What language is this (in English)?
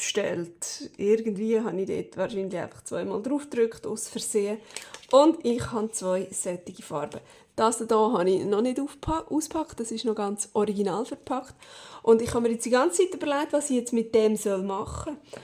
Swiss German